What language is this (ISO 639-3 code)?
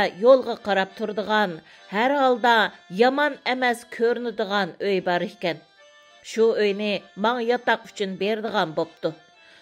uig